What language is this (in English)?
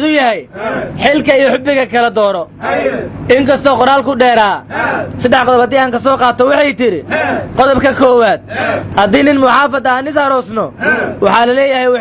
Somali